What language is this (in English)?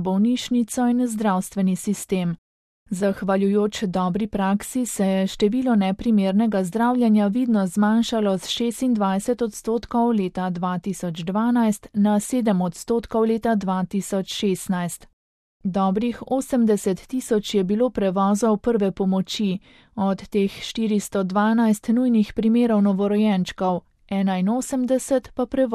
Slovenian